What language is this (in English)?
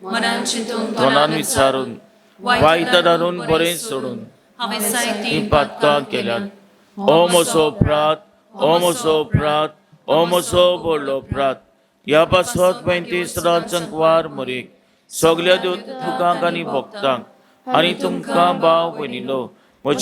Konkani